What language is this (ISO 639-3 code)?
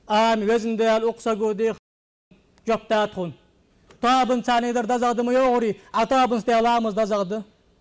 inh